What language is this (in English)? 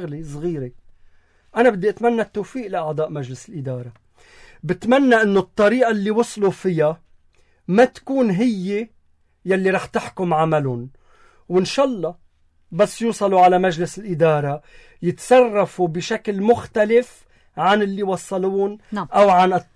North Levantine Arabic